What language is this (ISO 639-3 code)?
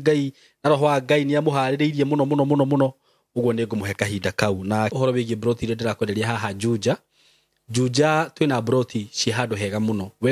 kik